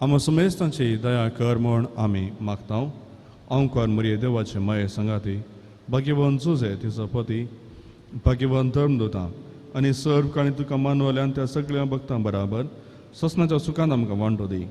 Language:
Konkani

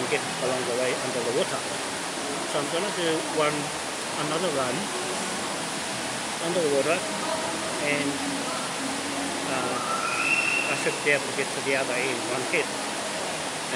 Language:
English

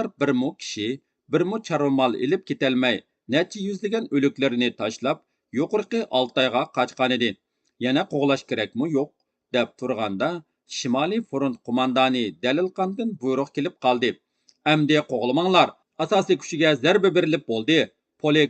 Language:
Uyghur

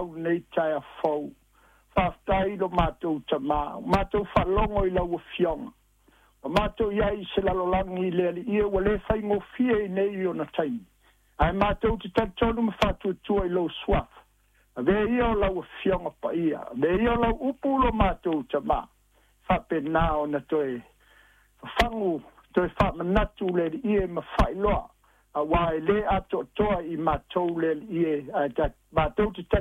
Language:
Samoan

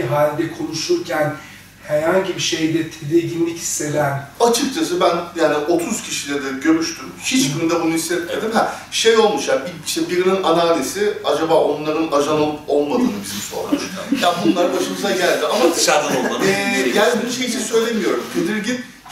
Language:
Turkish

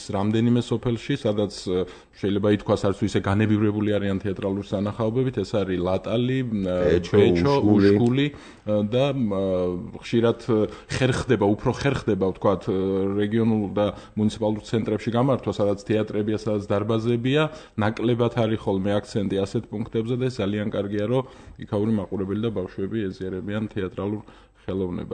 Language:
Georgian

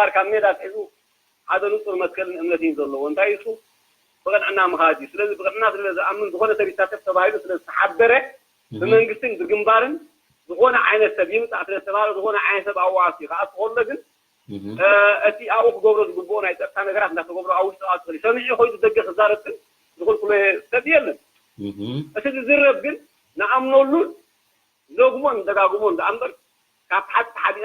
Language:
Tigrinya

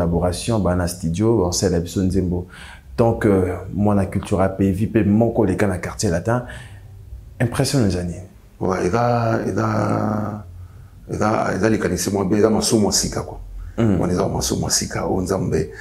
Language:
Lingala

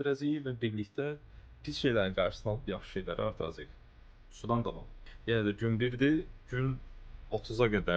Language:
Azerbaijani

